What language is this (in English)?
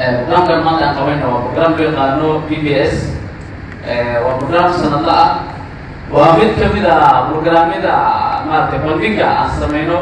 Somali